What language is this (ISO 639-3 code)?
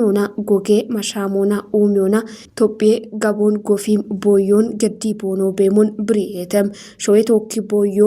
kbr